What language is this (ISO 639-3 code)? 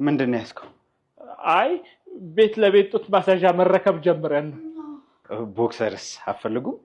amh